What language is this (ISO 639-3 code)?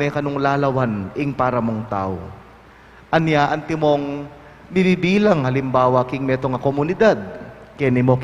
pam